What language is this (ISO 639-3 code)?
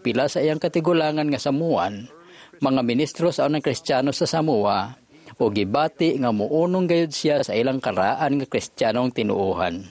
ceb